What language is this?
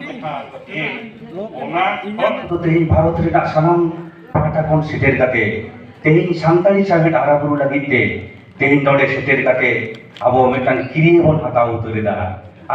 Santali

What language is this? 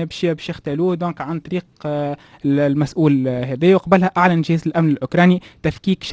Tunisian Arabic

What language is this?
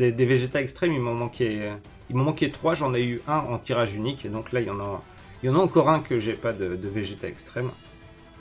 French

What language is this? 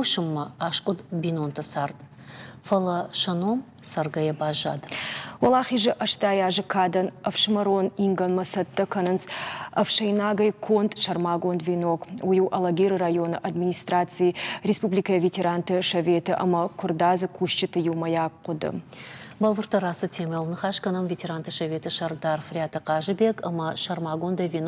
Ossetic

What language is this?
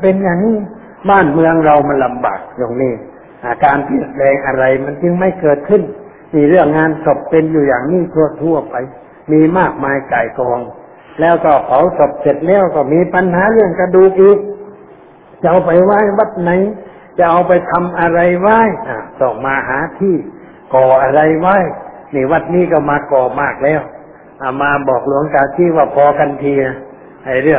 Thai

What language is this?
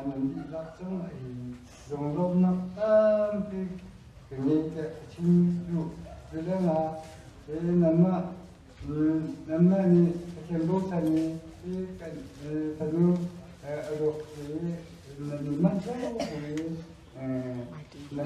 Hakha Chin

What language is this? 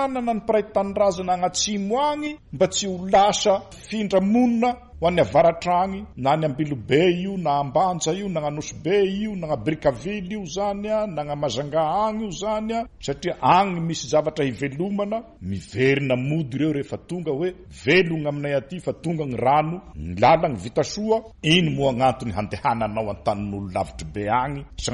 Malagasy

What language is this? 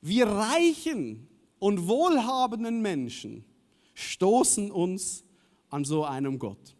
Swiss German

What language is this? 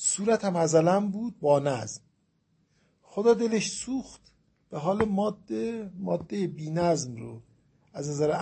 Persian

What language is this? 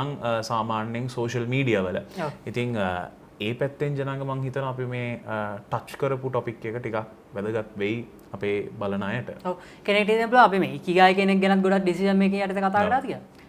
Sinhala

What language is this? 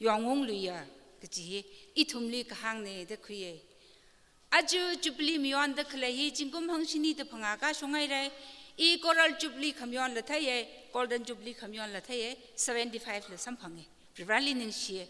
Tangkhul Naga (India)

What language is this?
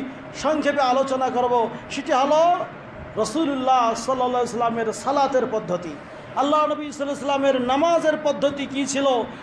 Bangla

